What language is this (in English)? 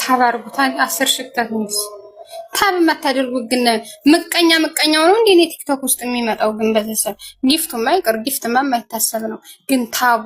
Amharic